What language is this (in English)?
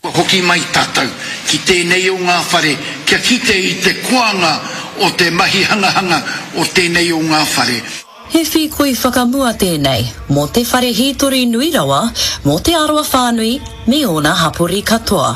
Māori